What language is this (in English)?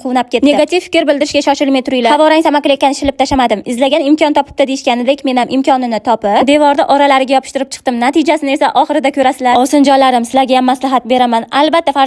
Uzbek